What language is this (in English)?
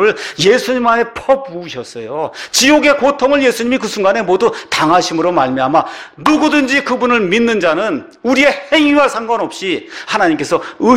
Korean